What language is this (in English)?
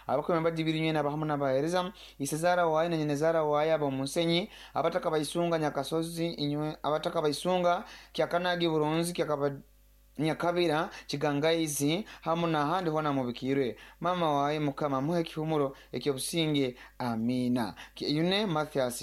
Nyoro